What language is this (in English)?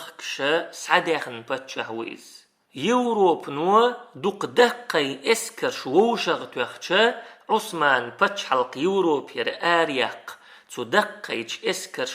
Chechen